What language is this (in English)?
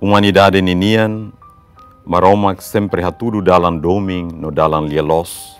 Tetum